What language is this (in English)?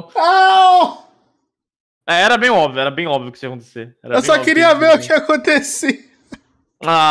Portuguese